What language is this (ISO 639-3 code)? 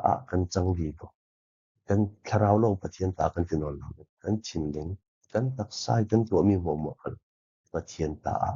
cfm